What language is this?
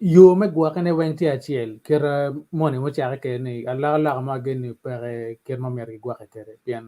Acoli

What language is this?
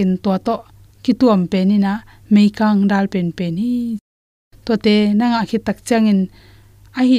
Tedim Chin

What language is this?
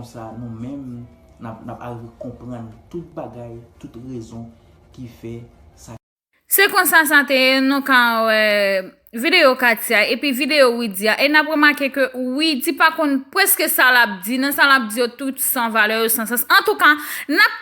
Haitian Creole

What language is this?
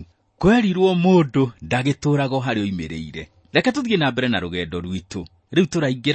Kikuyu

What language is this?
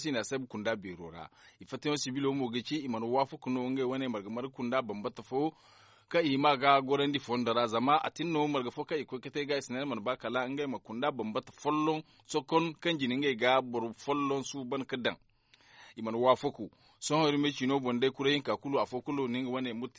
Zarma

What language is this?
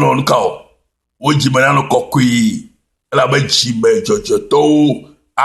Ewe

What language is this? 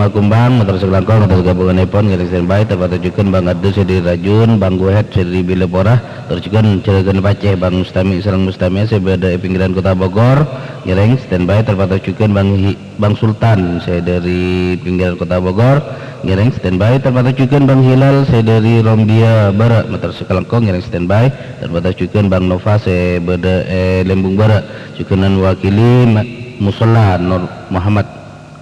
Madurese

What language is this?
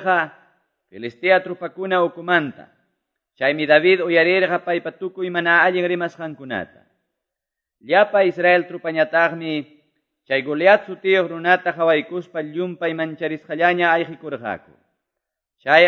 Quechua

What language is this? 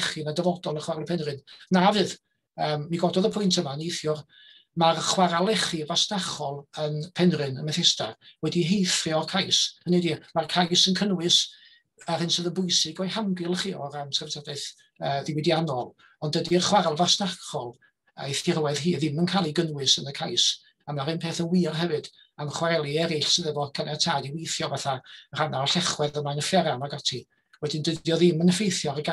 Welsh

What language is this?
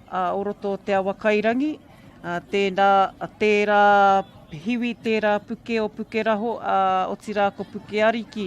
Māori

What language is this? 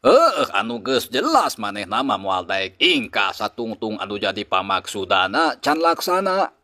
Sundanese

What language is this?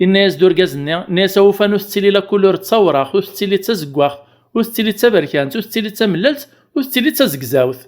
Kabyle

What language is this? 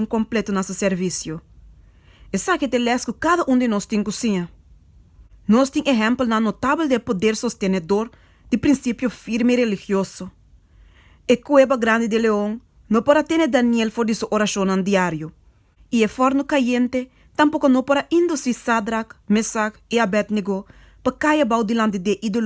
Papiamento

